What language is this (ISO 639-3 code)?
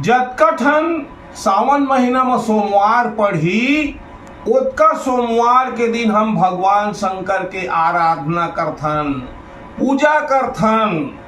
hne